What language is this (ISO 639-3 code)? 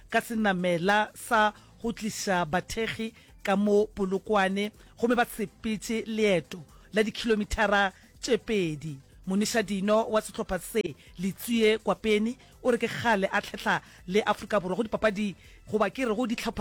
nso